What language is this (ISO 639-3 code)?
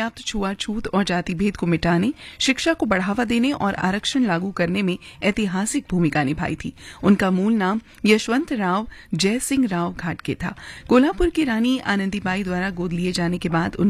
hin